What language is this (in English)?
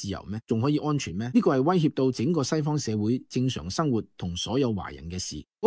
Cantonese